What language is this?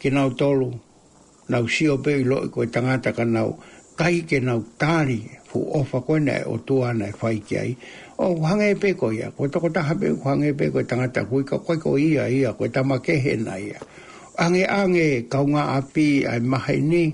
Tongan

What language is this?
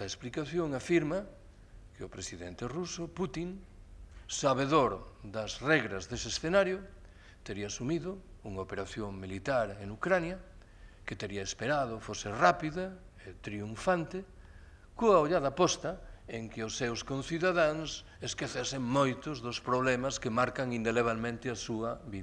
Galician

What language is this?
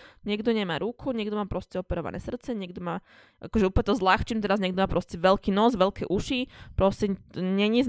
Slovak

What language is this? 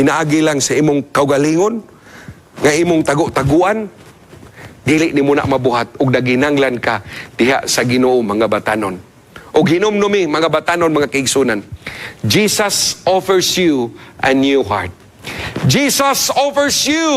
Cebuano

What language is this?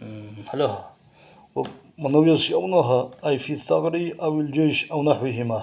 Avaric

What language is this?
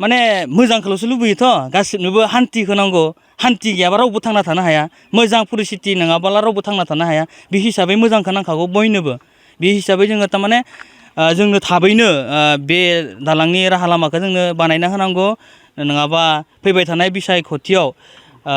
Bodo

